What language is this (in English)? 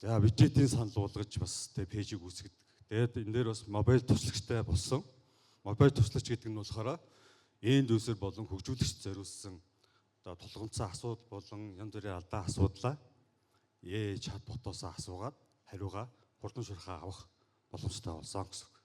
Mongolian